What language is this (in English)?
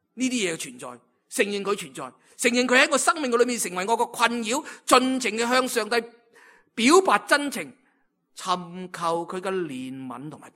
Cantonese